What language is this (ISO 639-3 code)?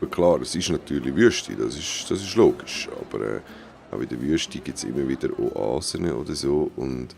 gsw